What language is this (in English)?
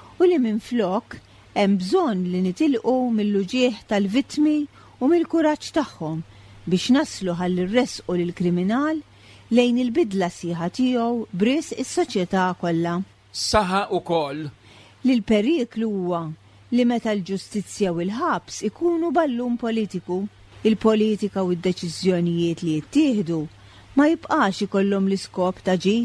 Maltese